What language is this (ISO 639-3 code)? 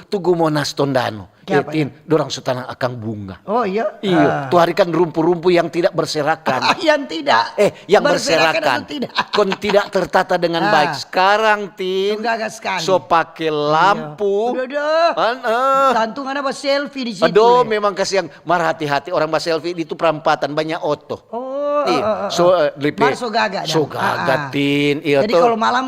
xmm